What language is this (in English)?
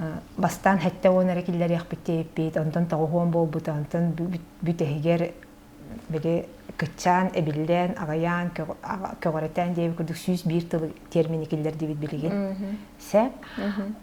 Yakut